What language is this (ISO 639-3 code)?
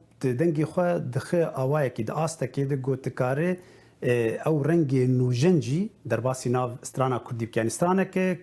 kur